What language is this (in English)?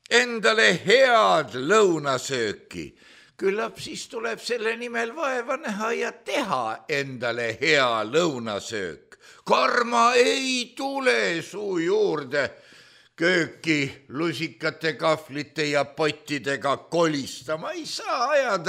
Estonian